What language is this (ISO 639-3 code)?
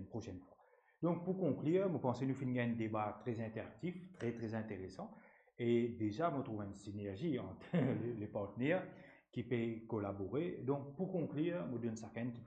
mfe